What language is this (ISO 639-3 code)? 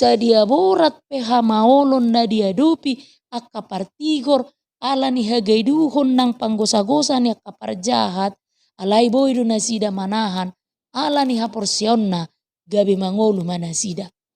bbc